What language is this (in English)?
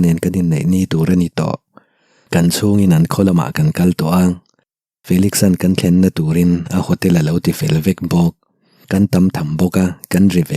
Mizo